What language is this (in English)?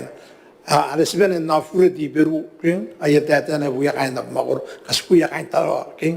Gilbertese